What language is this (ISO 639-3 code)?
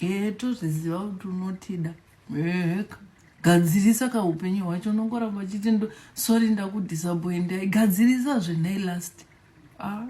sna